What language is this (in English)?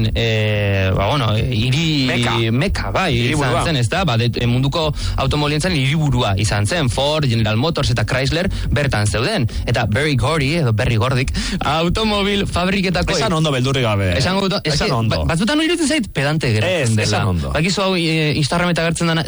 Basque